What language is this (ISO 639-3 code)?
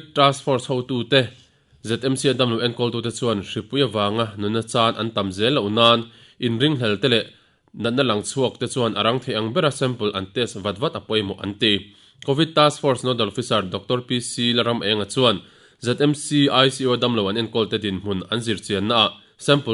lus